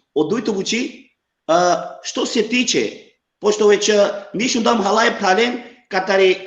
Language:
Balkan Romani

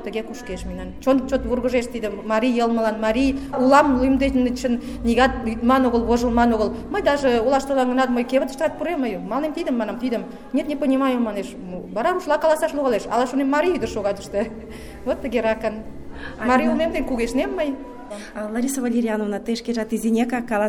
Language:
Mari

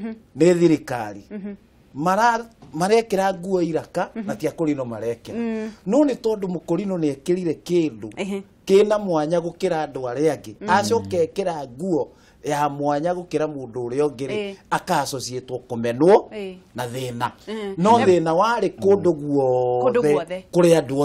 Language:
Kikuyu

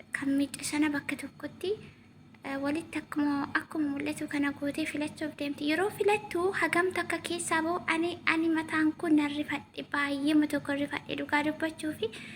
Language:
Oromo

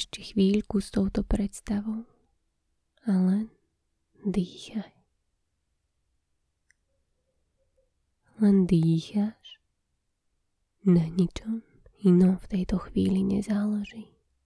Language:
Slovak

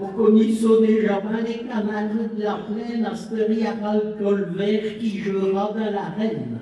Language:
Picard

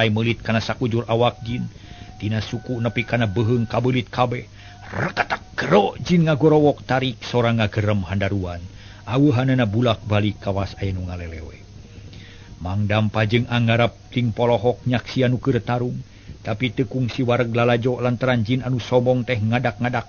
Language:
Sundanese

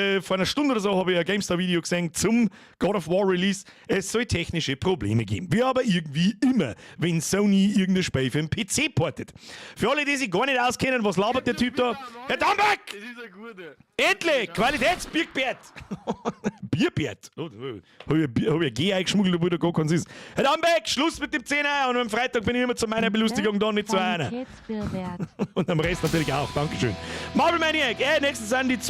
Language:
Bavarian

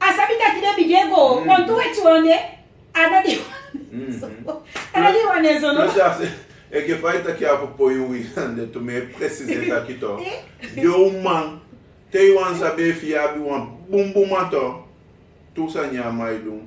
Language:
Sranan Tongo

